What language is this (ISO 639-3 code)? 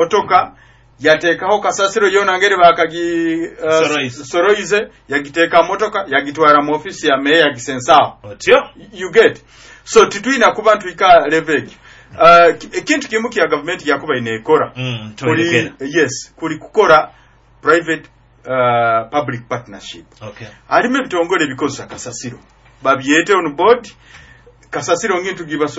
nyo